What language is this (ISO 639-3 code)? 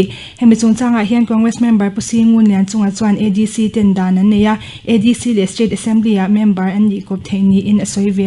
lus